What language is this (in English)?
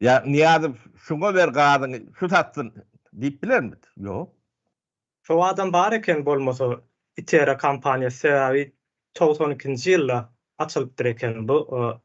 Turkmen